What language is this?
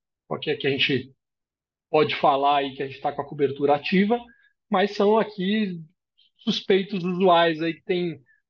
Portuguese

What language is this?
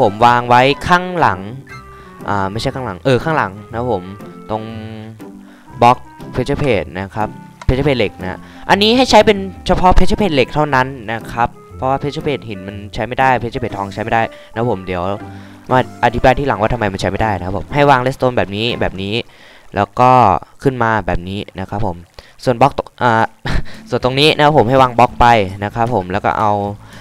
Thai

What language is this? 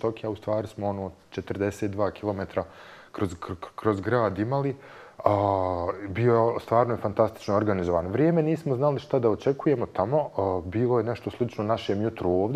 Bosnian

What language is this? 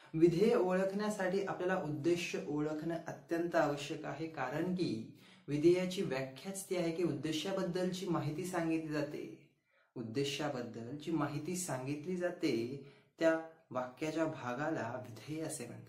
Marathi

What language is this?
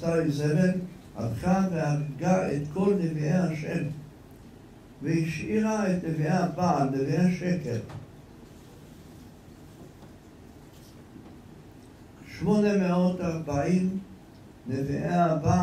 Hebrew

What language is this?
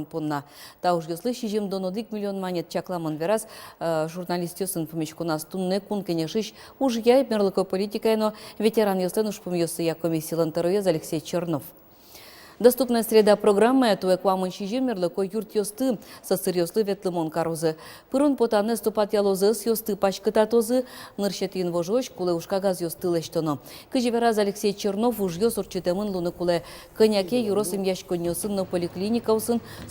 Udmurt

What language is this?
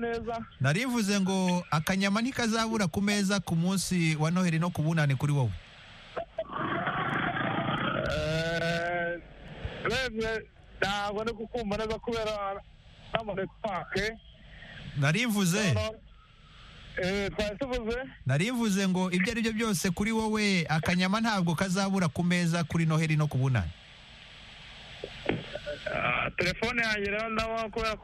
Kinyarwanda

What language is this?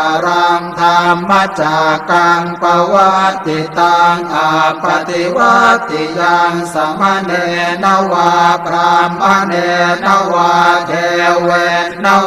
Pali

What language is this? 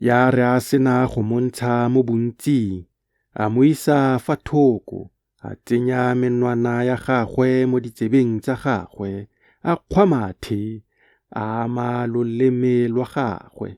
Tswana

